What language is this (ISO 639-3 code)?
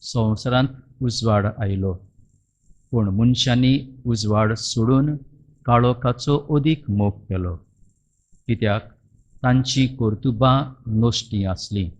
kok